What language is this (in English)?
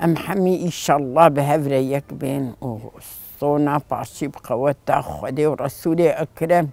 Kurdish